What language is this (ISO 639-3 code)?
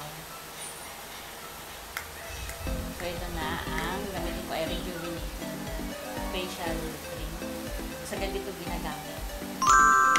fil